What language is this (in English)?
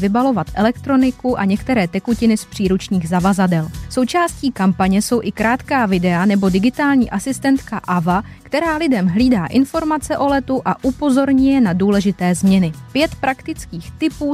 Czech